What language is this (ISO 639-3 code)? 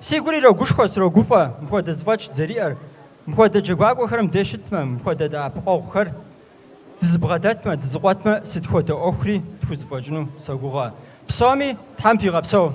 kbd